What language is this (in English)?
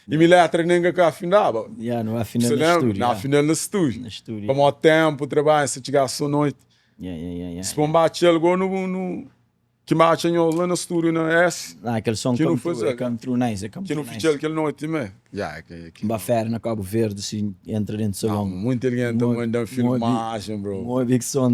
Kabuverdianu